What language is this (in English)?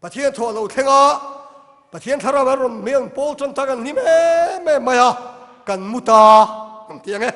Mizo